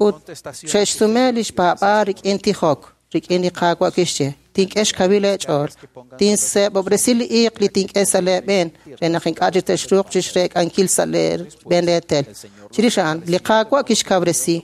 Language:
Kekchí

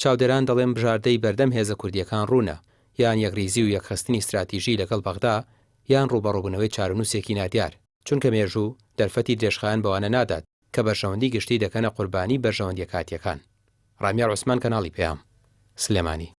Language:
Central Kurdish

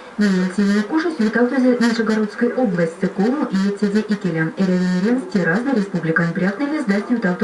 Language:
Erzya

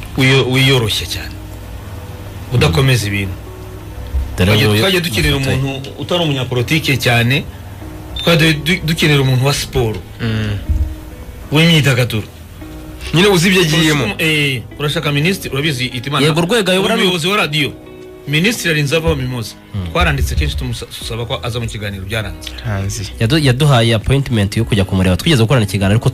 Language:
Kinyarwanda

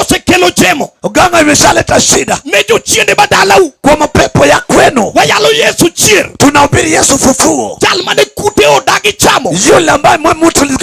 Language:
Luo (Kenya and Tanzania)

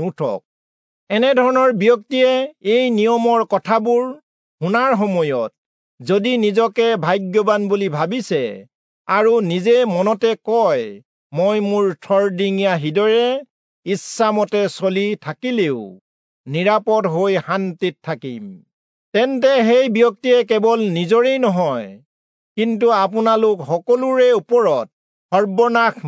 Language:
Assamese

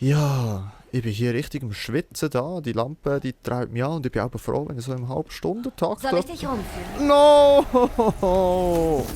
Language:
Swiss German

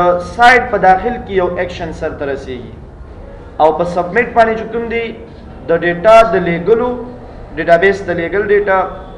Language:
Pashto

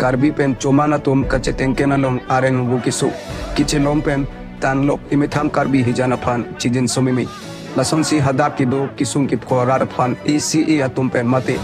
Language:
Karbi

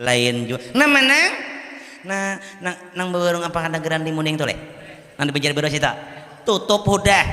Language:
Banjar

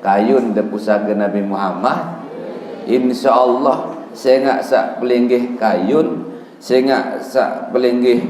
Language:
Sasak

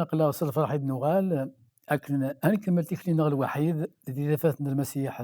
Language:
Kabyle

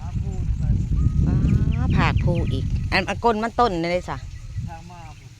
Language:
Northeastern Thai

